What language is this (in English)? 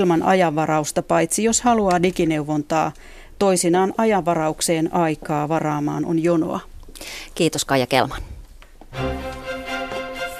Finnish